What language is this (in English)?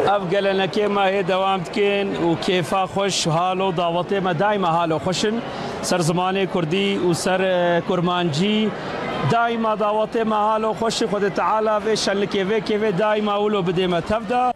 Kurdish